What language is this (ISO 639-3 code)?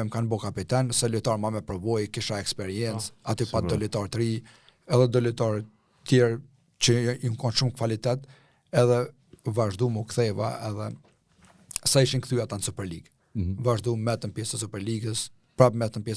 sqi